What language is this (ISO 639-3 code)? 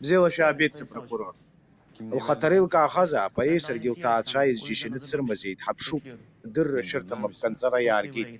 abk